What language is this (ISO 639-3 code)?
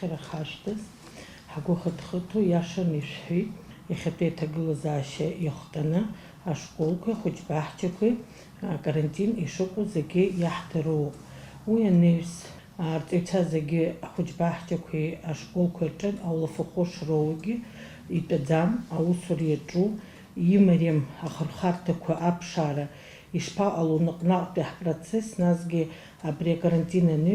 abk